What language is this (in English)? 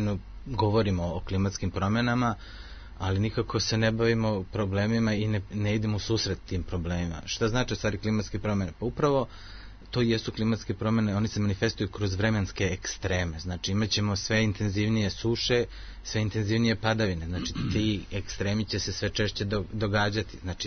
Serbian